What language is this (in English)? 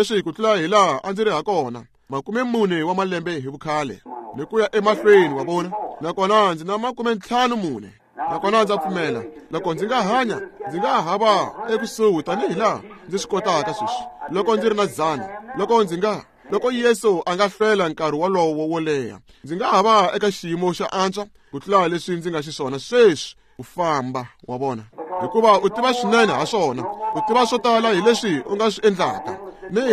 Tsonga